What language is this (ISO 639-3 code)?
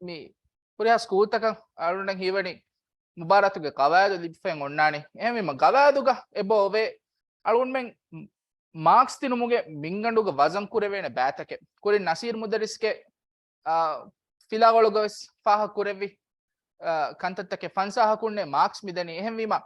div